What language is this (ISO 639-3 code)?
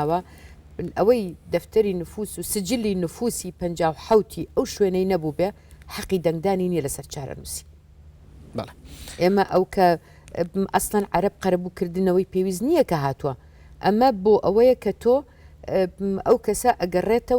ckb